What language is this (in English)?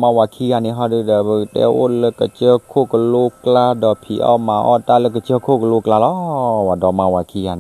S'gaw Karen